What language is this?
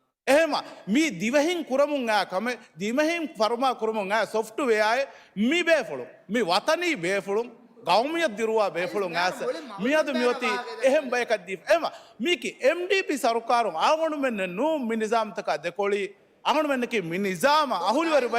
Divehi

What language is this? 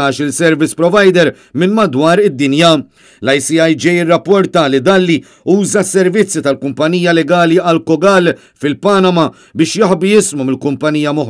Maltese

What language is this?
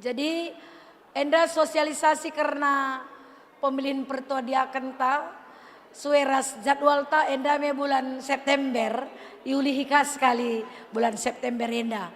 Batak Karo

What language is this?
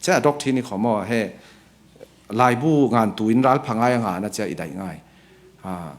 Falam Chin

